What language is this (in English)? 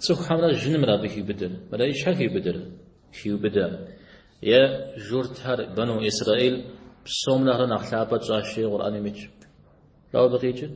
Kabardian